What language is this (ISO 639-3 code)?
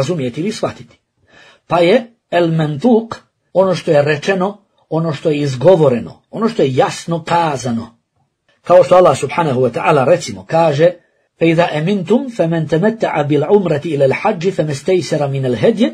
bos